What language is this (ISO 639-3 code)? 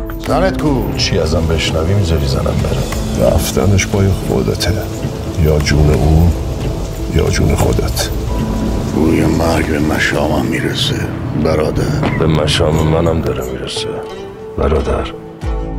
fas